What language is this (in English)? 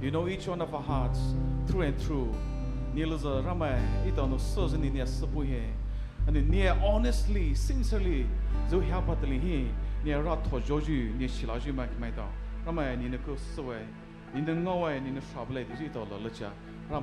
Poumei Naga